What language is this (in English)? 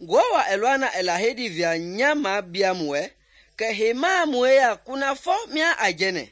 Mende